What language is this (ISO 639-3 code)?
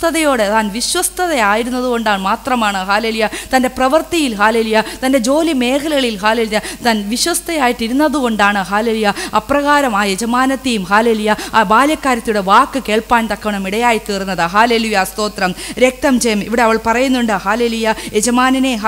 mal